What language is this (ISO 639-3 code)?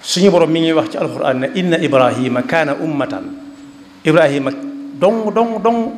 wol